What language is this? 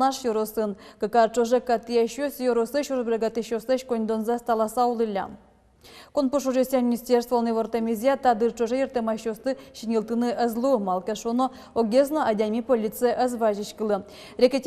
Udmurt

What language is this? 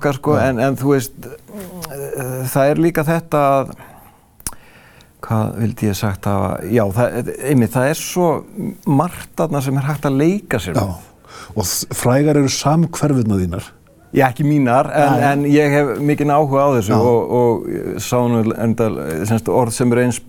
Icelandic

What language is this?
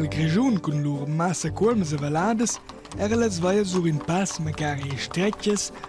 Romansh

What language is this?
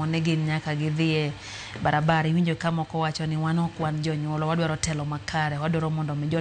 Luo (Kenya and Tanzania)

